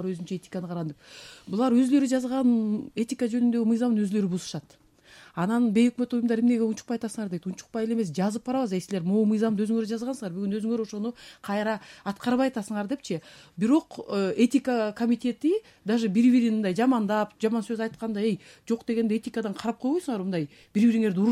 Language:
Kyrgyz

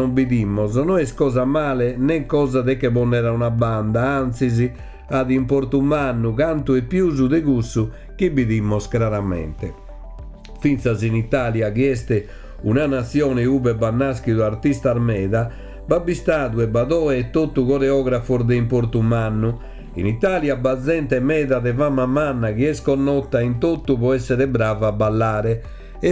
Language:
Sardinian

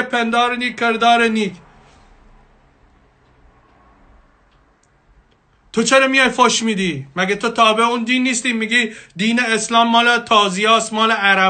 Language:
Persian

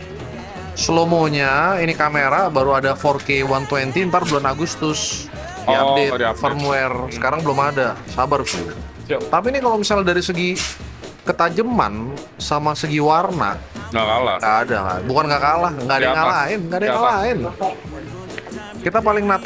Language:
Indonesian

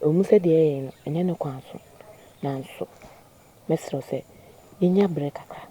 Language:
Akan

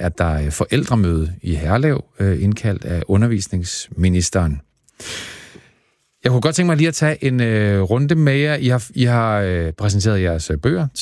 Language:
Danish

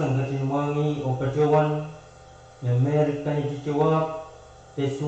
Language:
Pohnpeian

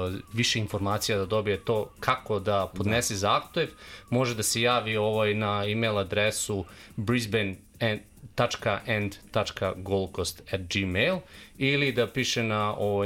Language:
Serbian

